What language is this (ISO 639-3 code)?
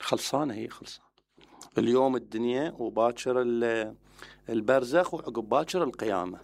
acm